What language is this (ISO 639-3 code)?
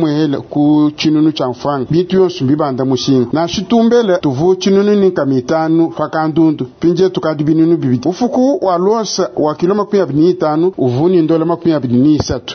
lua